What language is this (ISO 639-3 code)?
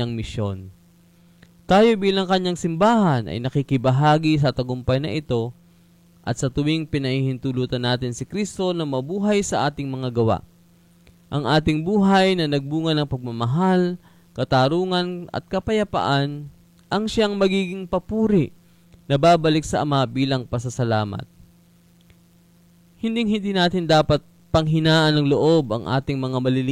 fil